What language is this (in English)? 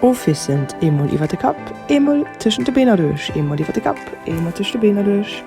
Luxembourgish